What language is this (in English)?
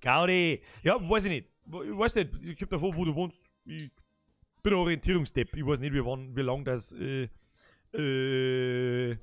Bavarian